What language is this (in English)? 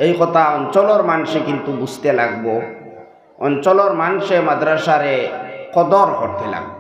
Sylheti